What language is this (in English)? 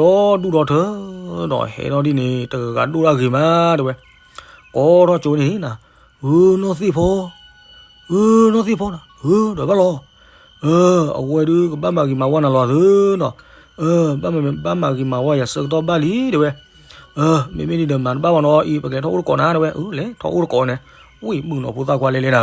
S'gaw Karen